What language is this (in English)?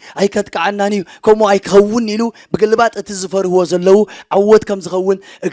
Tigrinya